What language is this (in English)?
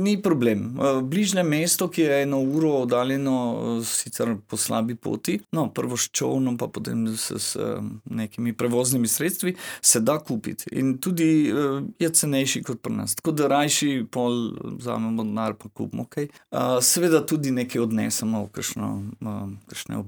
Slovenian